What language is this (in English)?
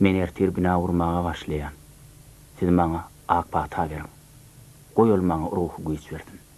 Turkmen